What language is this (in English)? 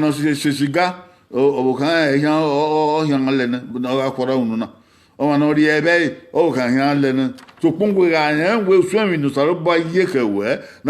Bini